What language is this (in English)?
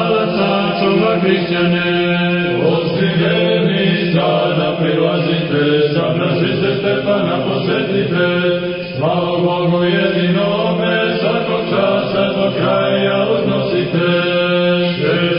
Serbian